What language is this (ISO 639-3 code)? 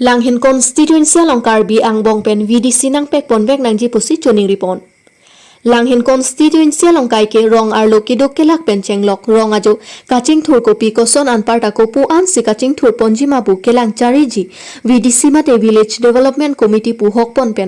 mjw